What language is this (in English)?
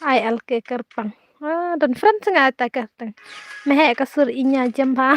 Khasi